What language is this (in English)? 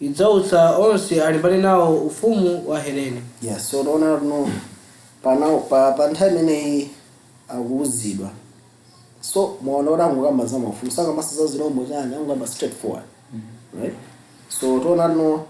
Nyanja